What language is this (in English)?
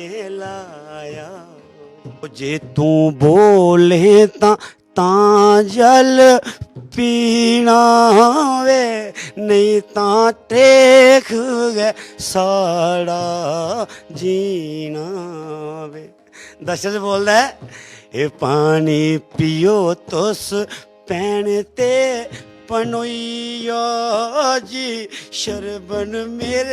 Dogri